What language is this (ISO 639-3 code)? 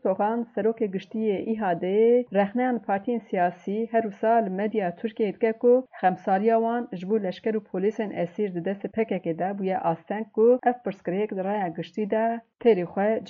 kur